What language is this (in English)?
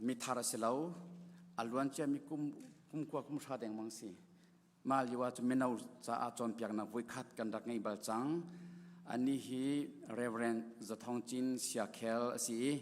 Hakha Chin